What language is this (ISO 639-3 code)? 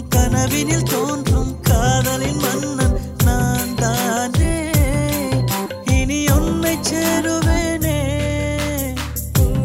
tam